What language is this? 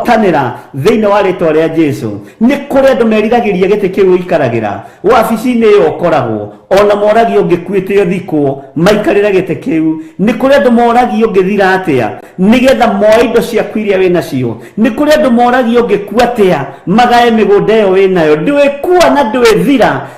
Kikuyu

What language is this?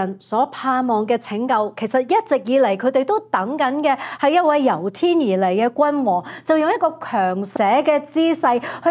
Cantonese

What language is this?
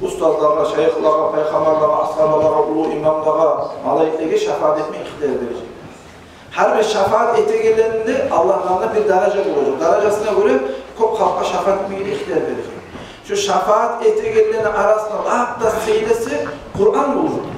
Kumyk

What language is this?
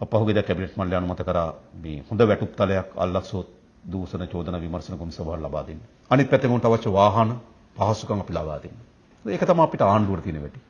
Sinhala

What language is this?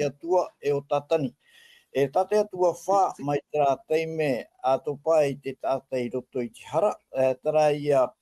Tahitian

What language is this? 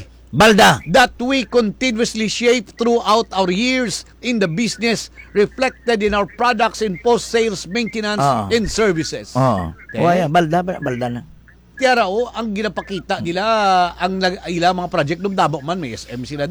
Hiligaynon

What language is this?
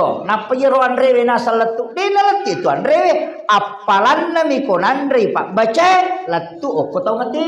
Buginese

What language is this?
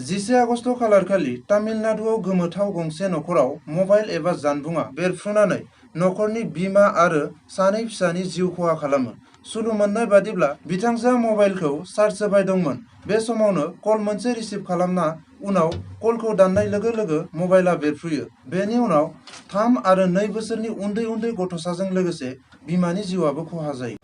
Bodo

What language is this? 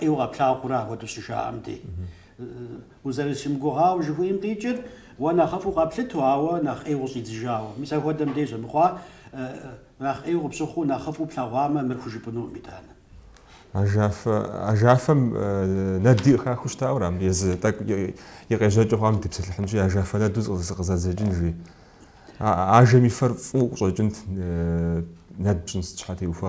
Kabardian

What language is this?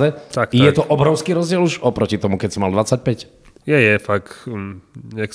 Slovak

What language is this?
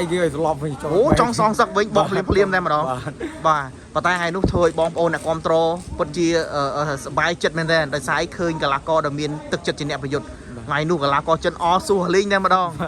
Khmer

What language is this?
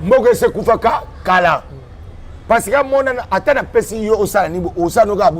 Lingala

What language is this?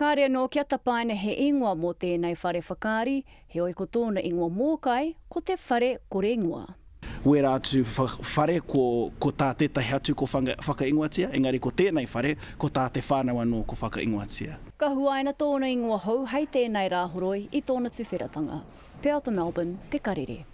Māori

